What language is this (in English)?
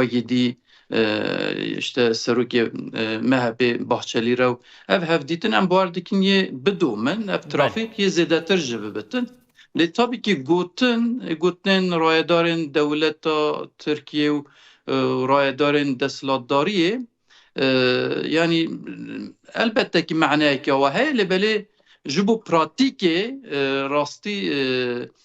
Kurdish